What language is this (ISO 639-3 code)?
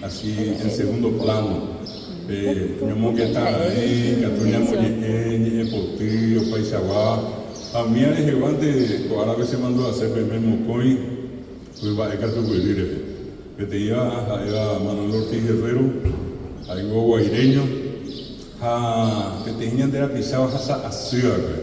grn